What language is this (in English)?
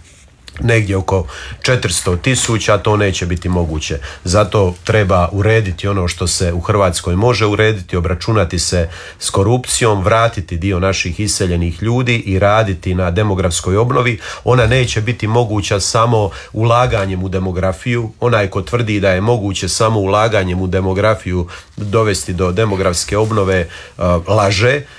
Croatian